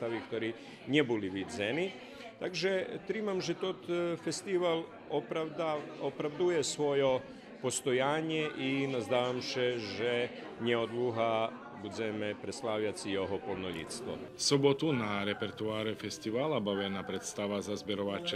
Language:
Rusyn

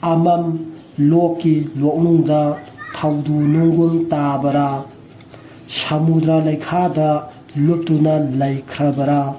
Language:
Manipuri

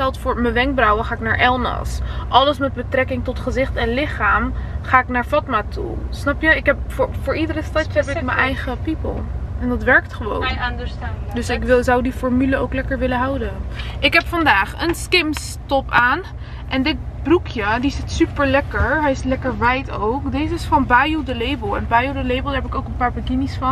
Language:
Dutch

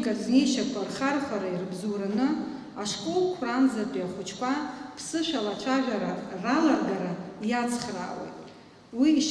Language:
Abkhazian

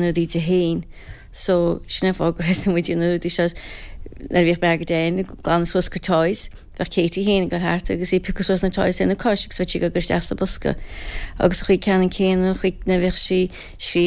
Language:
Irish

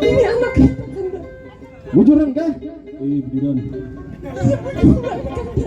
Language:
Banjar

